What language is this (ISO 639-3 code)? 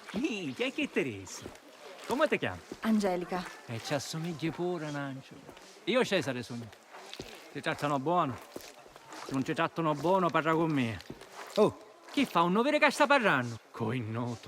scn